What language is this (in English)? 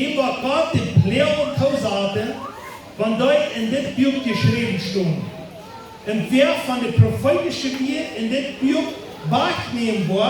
Plautdietsch